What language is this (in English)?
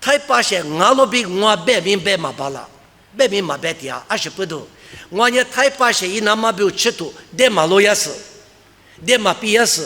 Lisu